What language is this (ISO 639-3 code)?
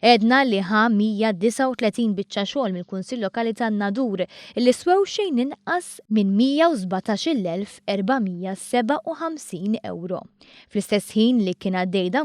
mlt